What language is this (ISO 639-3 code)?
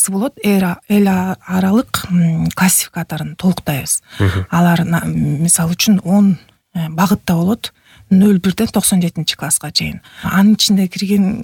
kir